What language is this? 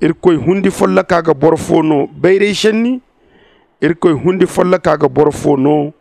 Zarma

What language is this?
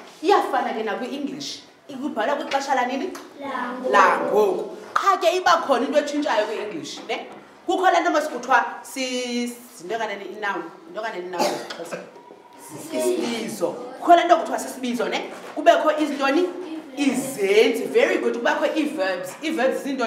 Xhosa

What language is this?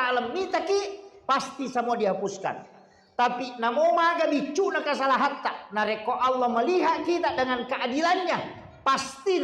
Buginese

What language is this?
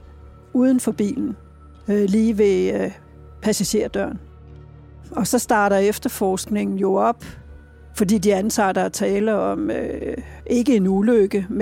Danish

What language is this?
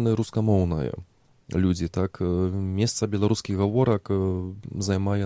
Belarusian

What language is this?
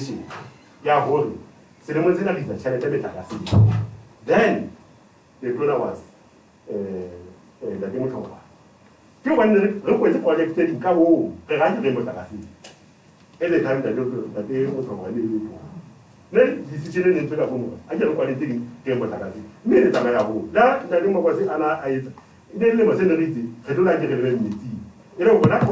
Southern Sotho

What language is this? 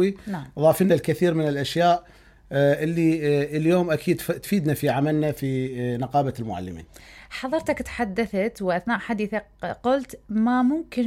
Mesopotamian Arabic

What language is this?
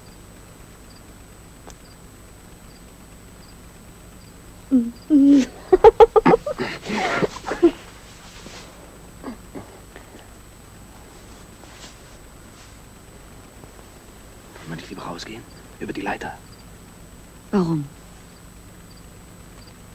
German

